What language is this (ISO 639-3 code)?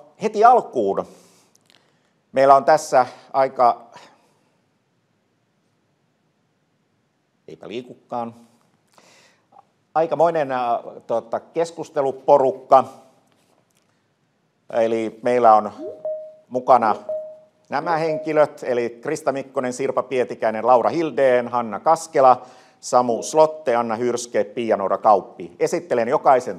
fin